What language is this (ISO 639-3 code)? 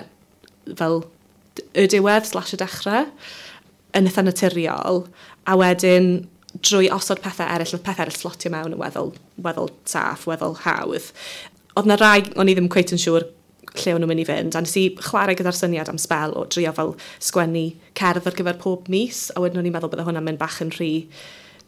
cym